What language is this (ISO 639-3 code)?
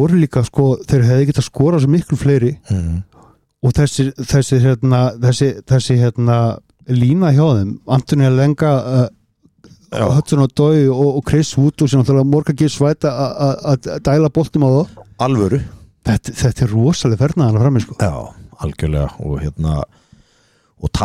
isl